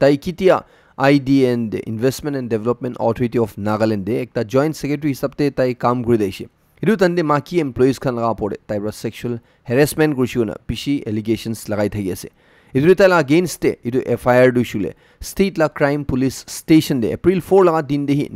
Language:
Naga Pidgin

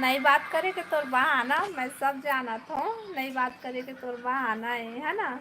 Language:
Chhattisgarhi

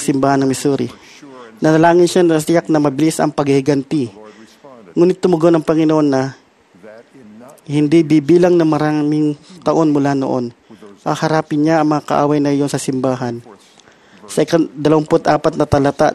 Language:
Filipino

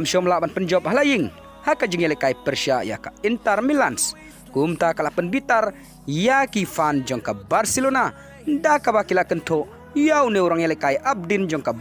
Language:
Khasi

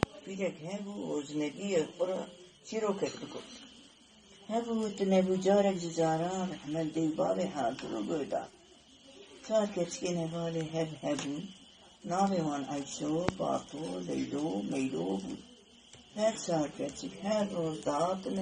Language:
Kurdish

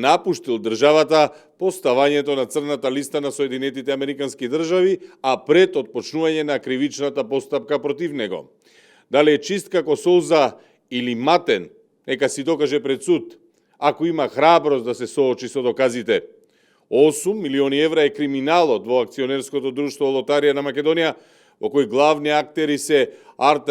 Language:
Macedonian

